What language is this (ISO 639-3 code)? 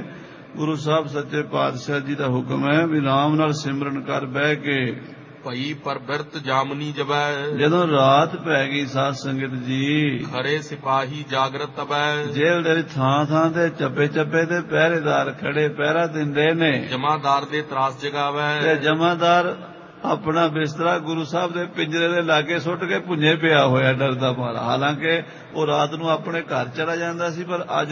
pan